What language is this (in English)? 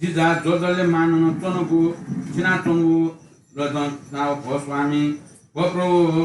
Newari